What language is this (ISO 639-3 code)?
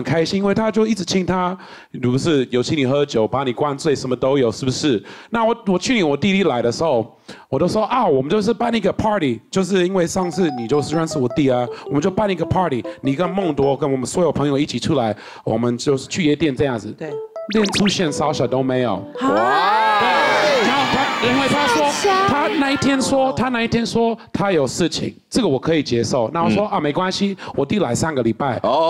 zho